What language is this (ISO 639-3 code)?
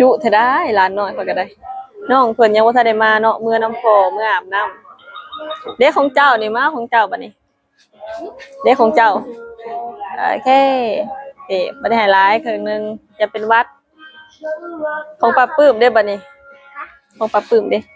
lao